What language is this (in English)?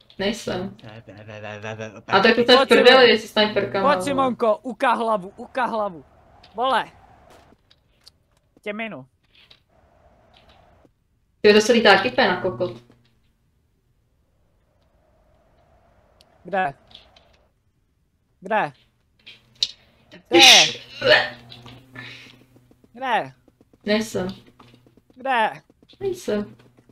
Czech